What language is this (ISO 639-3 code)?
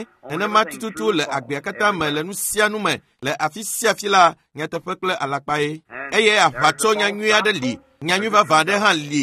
ewe